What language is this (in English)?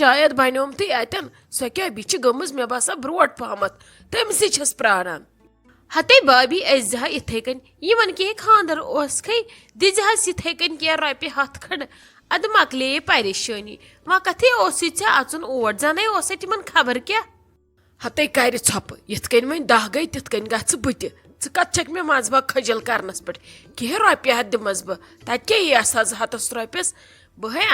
Kashmiri